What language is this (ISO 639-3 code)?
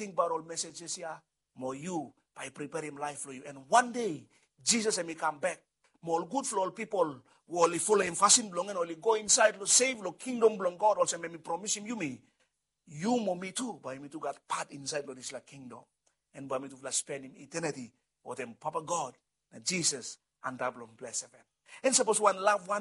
bis